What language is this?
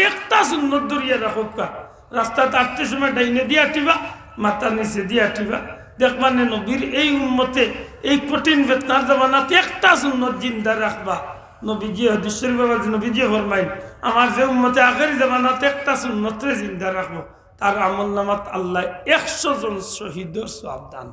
Sylheti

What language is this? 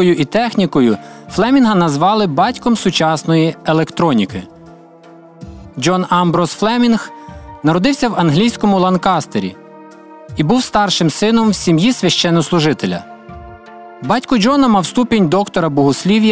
Ukrainian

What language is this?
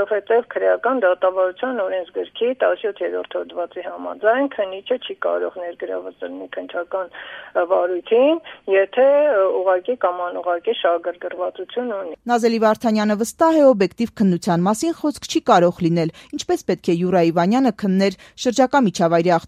Armenian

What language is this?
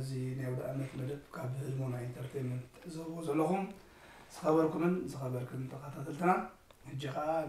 Tigrinya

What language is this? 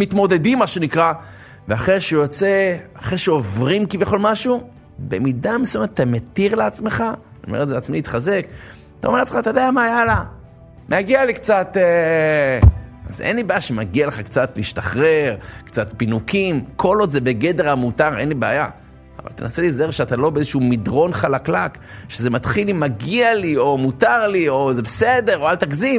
Hebrew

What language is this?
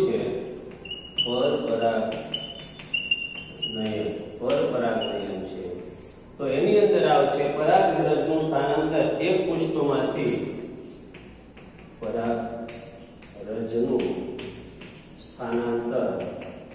Gujarati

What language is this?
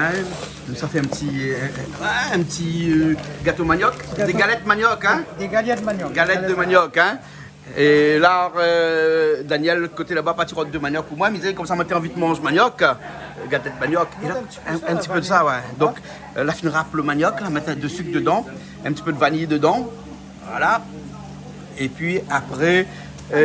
Réunion Creole French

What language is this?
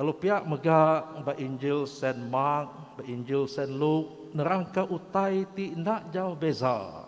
Iban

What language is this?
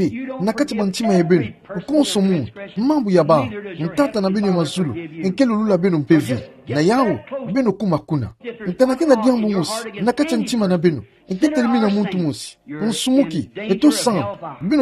Kituba (Democratic Republic of Congo)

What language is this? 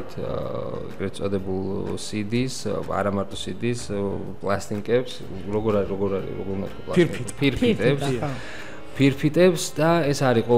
Georgian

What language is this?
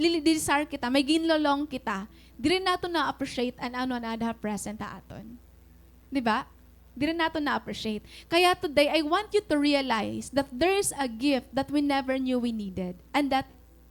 Waray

